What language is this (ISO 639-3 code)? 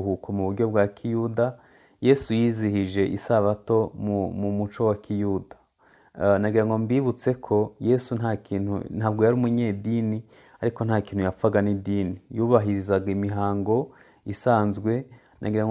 kin